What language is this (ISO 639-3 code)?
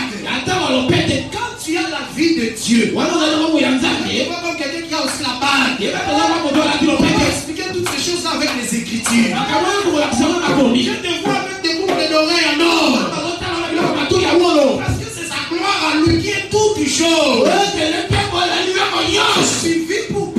fra